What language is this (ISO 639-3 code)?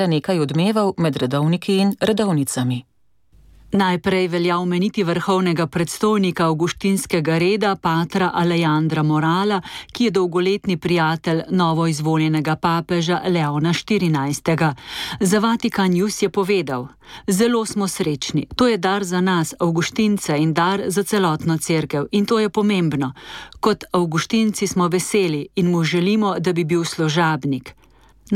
slv